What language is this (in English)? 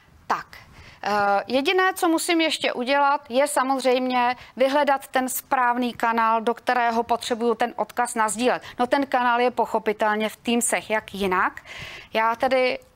Czech